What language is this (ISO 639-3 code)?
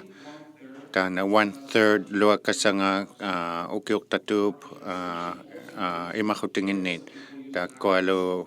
iku